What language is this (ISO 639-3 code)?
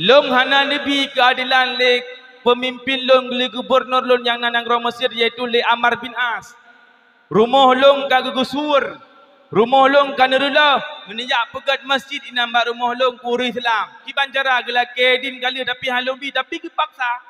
ace